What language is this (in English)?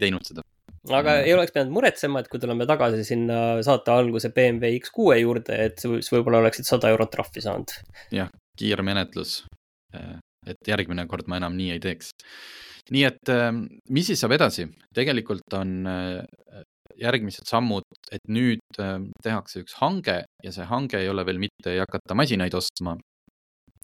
Estonian